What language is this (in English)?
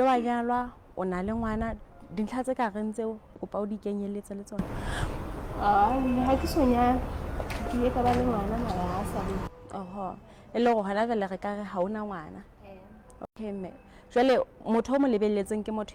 Southern Sotho